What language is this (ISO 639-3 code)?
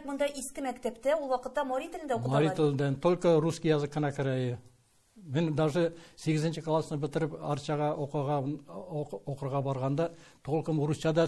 tat